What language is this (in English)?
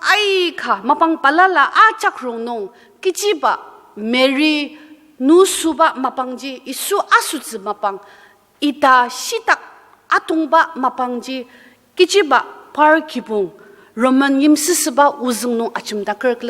Ao Naga